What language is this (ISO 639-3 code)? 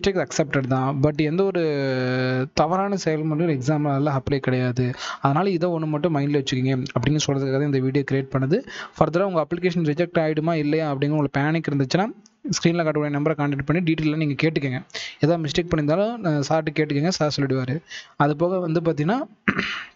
tam